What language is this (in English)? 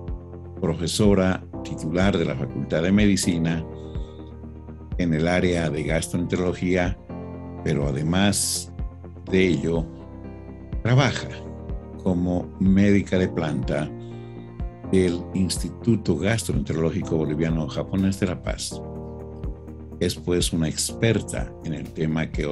Spanish